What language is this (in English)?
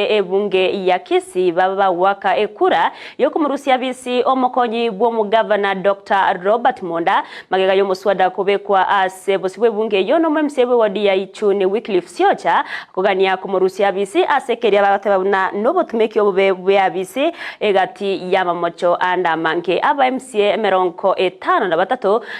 Gusii